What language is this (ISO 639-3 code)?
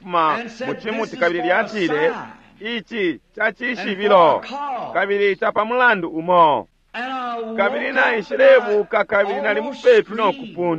bem